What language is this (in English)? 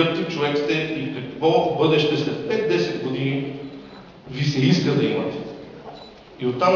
Bulgarian